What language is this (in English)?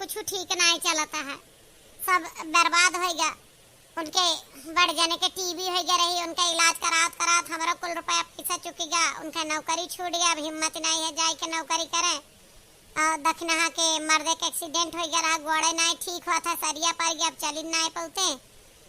Awadhi